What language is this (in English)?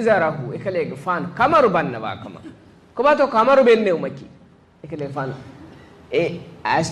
Divehi